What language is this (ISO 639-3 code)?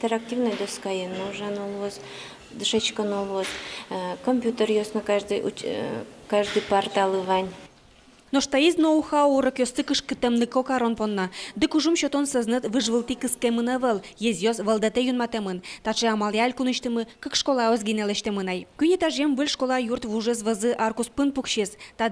udm